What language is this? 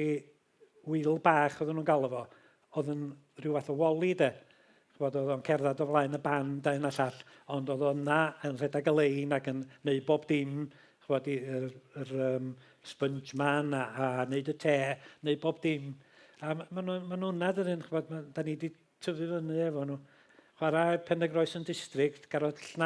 Welsh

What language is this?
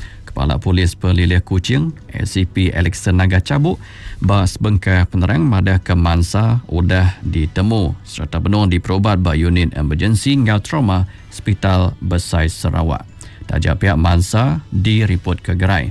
Iban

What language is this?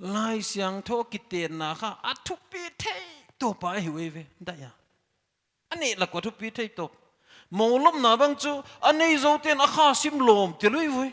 Paite Chin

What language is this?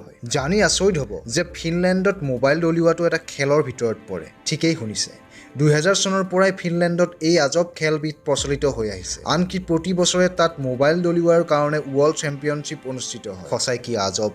Assamese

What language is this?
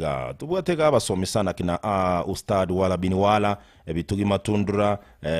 Gusii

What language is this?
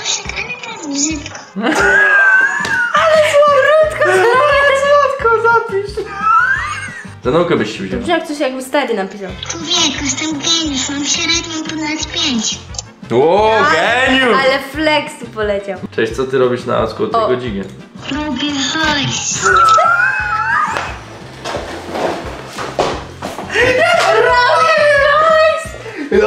Polish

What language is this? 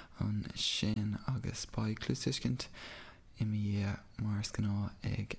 Irish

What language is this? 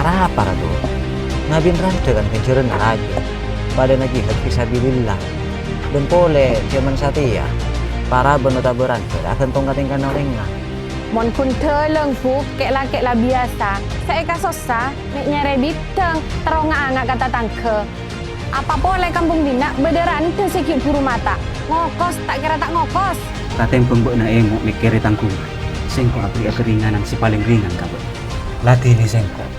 Madurese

